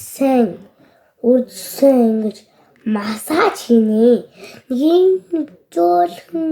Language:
Mongolian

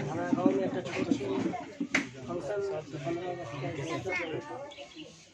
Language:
Maithili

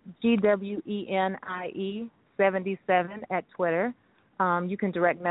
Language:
English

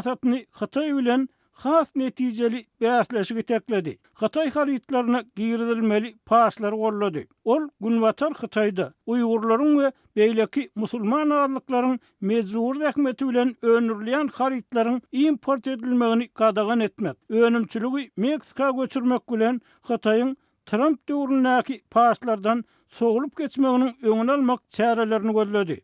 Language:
Turkmen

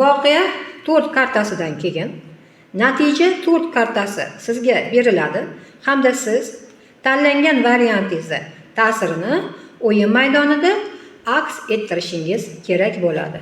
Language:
Uzbek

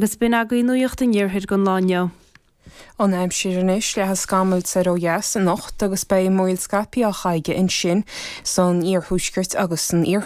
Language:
Irish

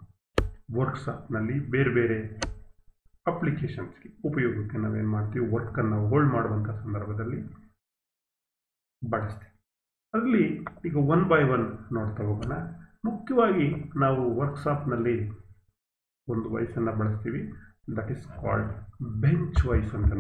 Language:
Kannada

